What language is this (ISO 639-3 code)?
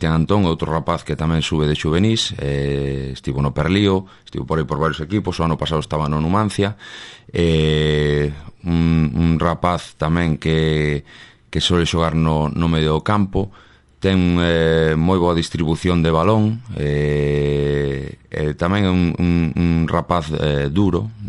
glg